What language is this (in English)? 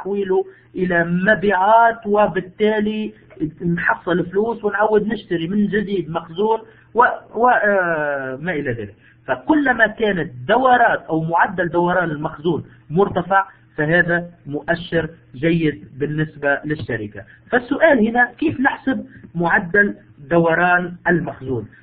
Arabic